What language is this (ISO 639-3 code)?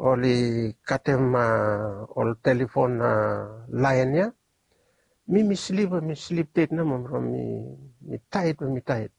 bis